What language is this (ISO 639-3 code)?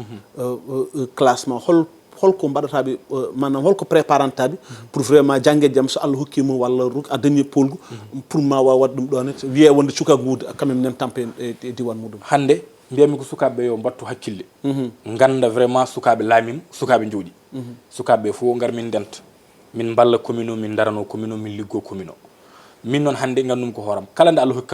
ful